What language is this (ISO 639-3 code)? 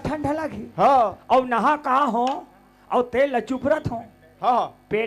hne